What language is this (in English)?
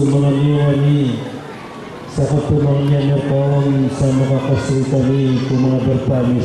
Maranao